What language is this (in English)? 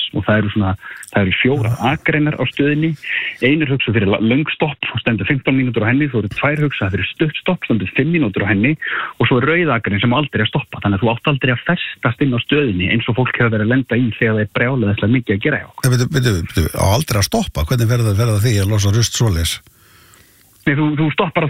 Icelandic